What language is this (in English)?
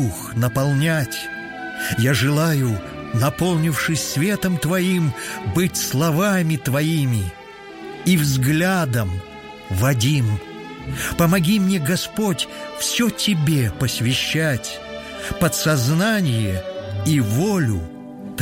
Russian